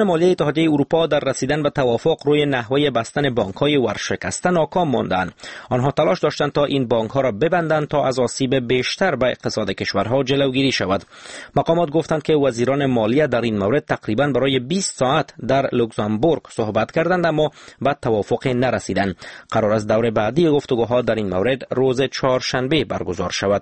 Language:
Persian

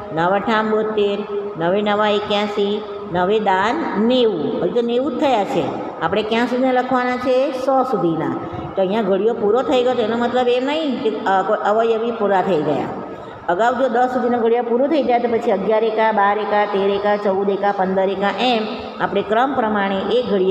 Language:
Gujarati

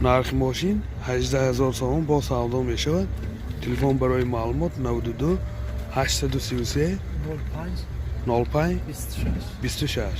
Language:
Tajik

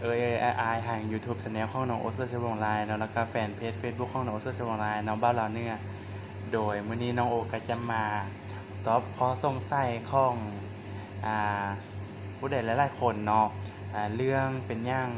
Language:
Lao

